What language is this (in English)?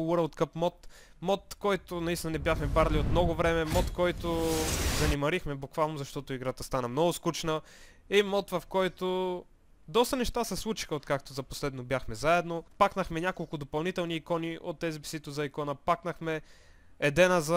Bulgarian